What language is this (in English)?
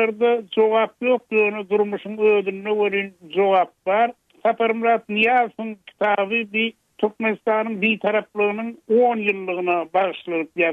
Turkmen